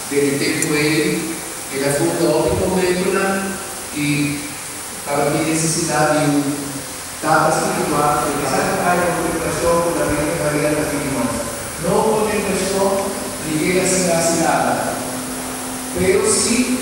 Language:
Papiamento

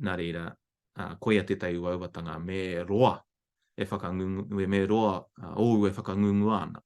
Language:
Māori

